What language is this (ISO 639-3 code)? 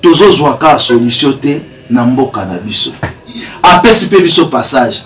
lin